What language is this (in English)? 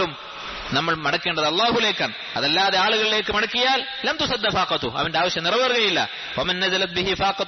Malayalam